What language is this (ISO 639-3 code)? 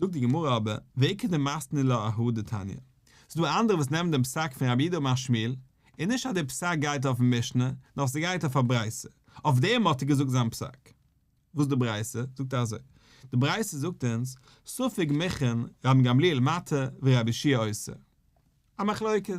yid